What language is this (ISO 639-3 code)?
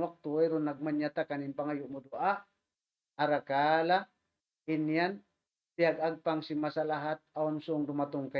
tsg